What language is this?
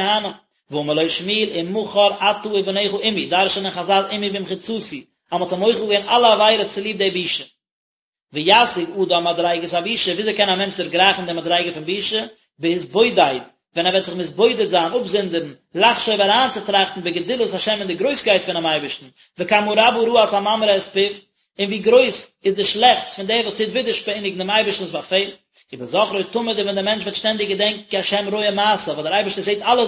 Yiddish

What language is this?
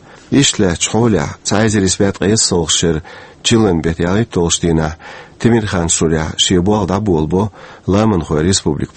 Chechen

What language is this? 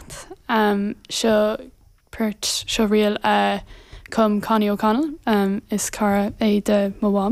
Irish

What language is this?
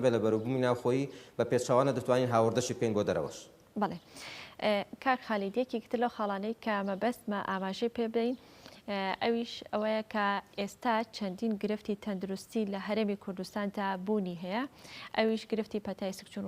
Central Kurdish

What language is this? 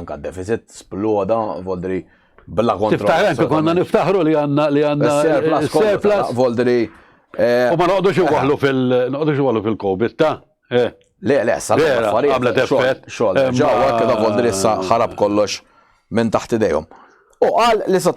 Maltese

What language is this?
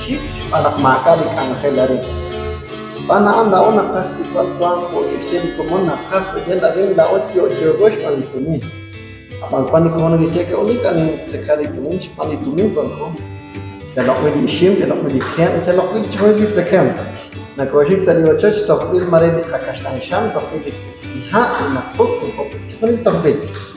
Kekchí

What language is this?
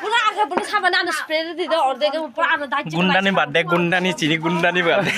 Kok Borok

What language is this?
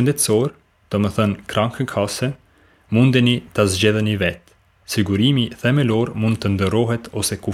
Albanian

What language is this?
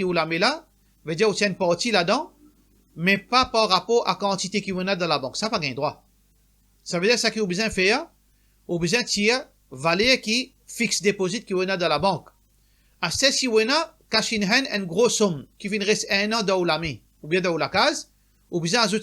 Morisyen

